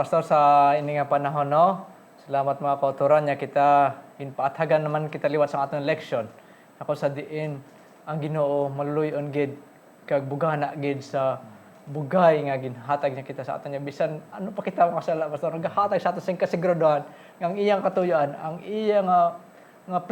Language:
Hiligaynon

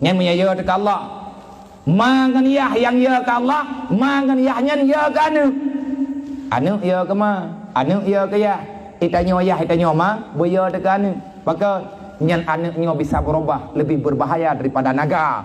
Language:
Achinese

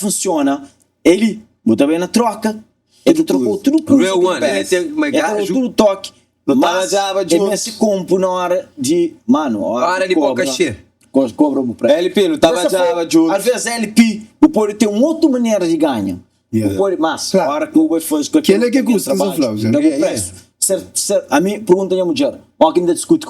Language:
Kabuverdianu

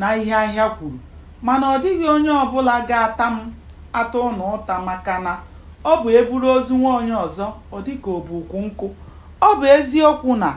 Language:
Igbo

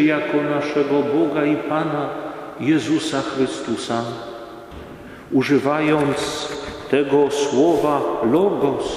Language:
Polish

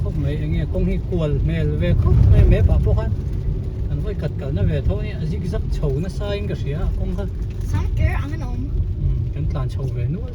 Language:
Hmar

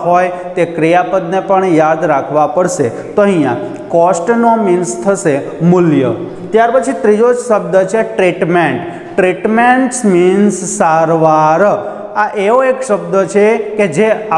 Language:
Gujarati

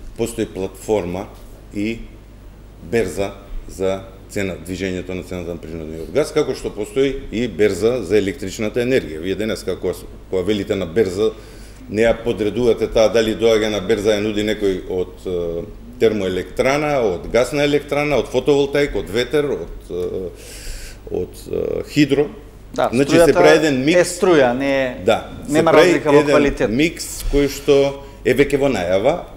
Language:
Macedonian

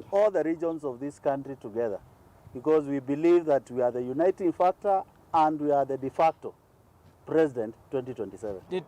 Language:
Kamba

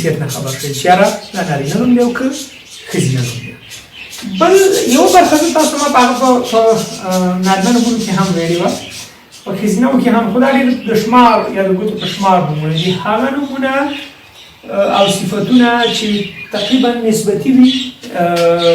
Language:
Pashto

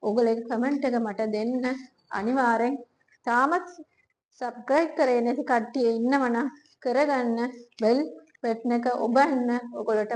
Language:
Sinhala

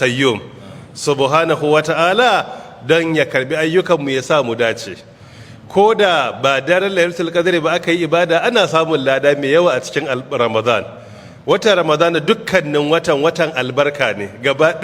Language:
Hausa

